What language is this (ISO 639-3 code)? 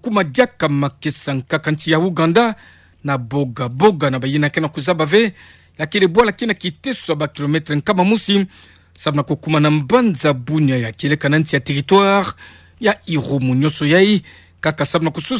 ktu